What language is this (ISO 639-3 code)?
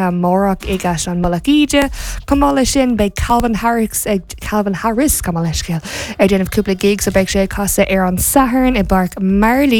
gle